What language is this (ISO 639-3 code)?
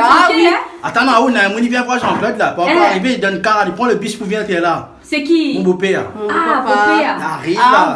rcf